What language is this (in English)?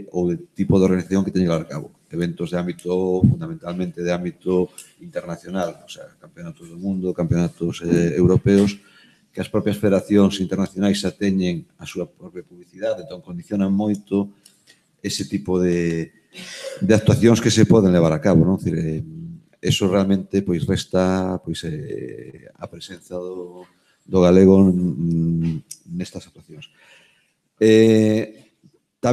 Galician